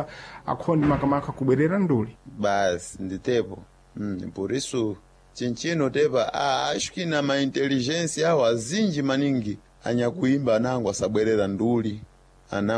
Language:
Sena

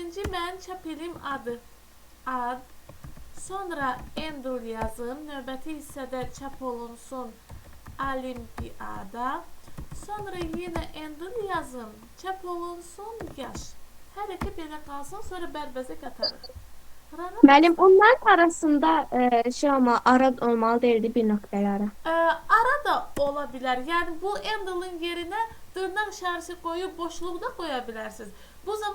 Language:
Azerbaijani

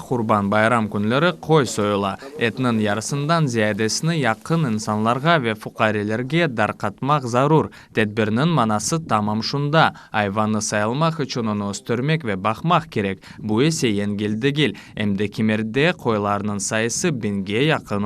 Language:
Crimean Tatar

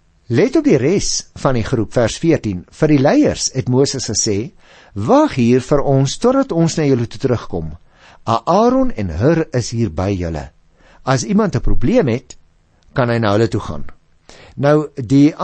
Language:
Afrikaans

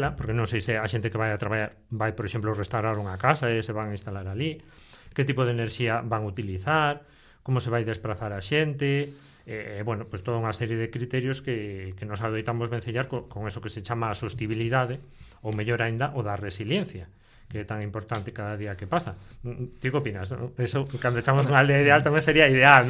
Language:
Galician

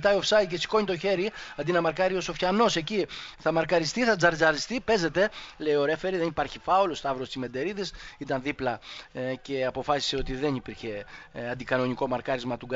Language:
Greek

